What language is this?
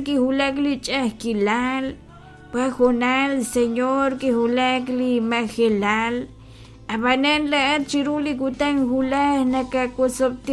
Kekchí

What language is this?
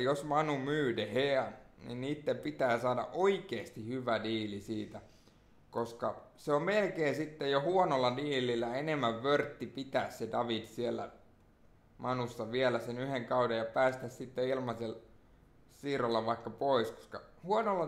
Finnish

